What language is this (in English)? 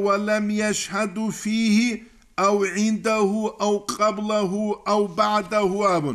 Avaric